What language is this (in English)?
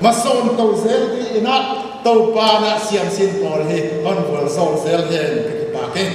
Paite Chin